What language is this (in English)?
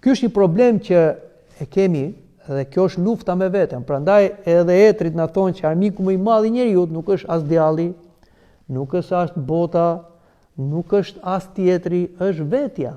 Albanian